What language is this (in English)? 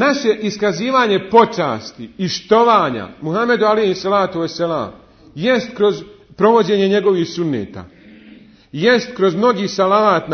Bosnian